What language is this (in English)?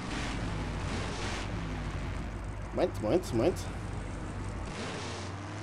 German